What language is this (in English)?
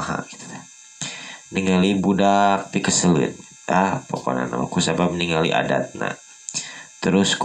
Sundanese